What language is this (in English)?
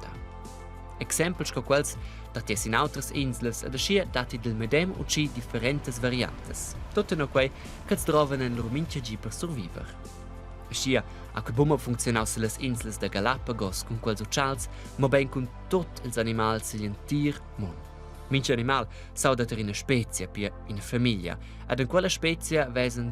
Romansh